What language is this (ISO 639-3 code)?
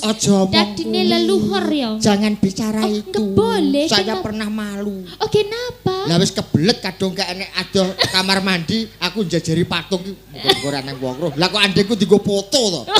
jav